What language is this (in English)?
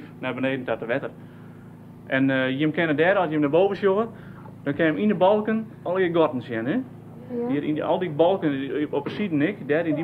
Western Frisian